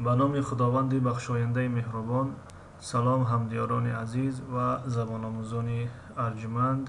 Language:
Tajik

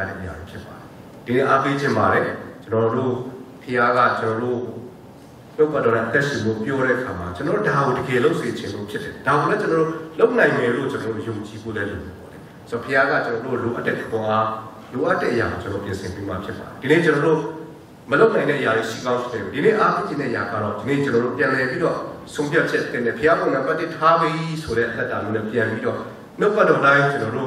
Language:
Burmese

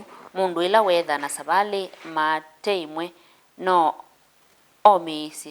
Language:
Kamba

